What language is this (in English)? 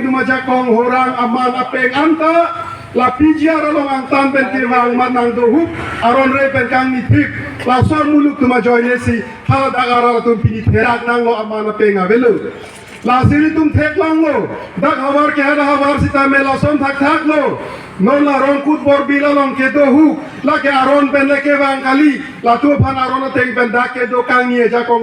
Karbi